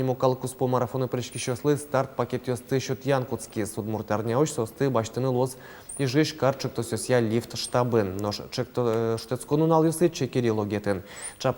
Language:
Udmurt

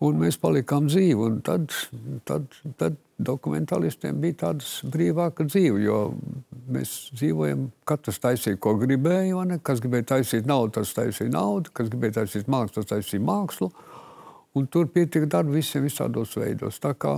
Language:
Latvian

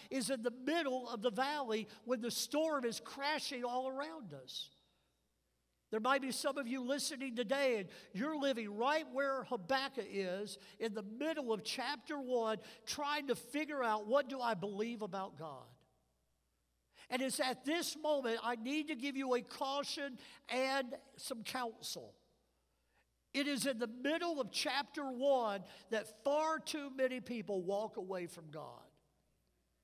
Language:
English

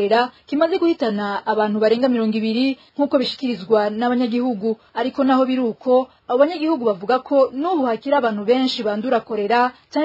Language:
Rundi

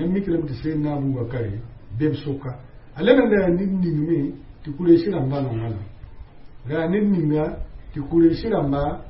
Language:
Mossi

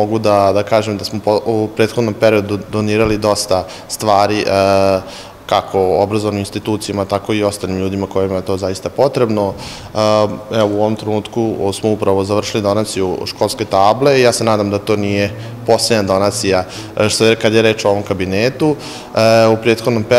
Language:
Serbian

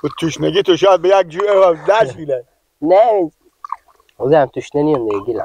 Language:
Persian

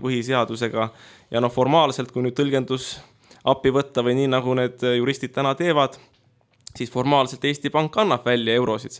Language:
Estonian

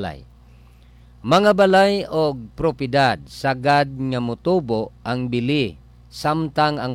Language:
Cebuano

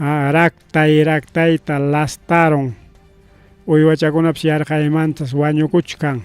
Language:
Ayacucho Quechua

